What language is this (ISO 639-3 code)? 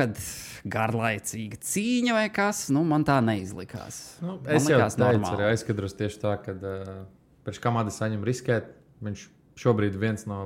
lav